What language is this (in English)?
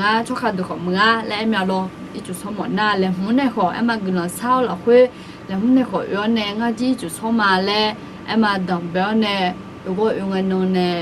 Akha